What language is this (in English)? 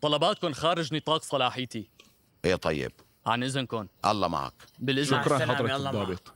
North Levantine Arabic